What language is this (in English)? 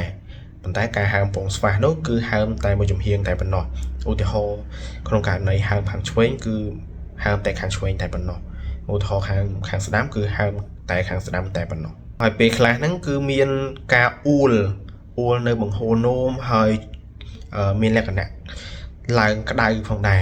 Khmer